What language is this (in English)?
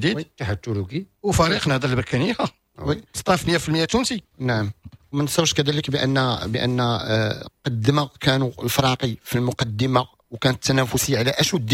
Moroccan Arabic